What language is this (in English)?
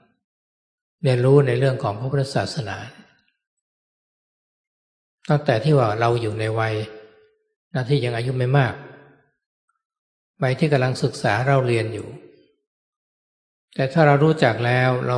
Thai